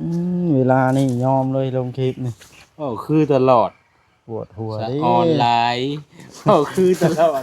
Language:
Northeastern Thai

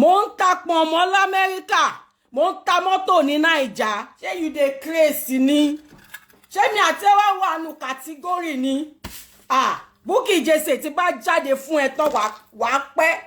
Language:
Yoruba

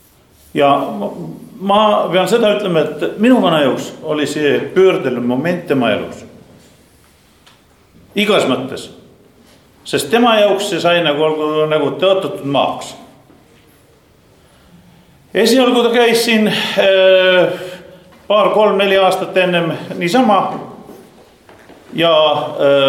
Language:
Estonian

